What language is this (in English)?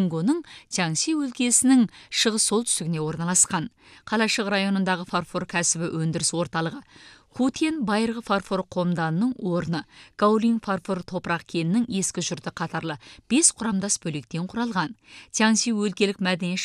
Kazakh